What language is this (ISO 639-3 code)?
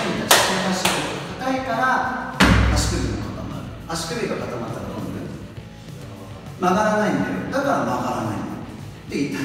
jpn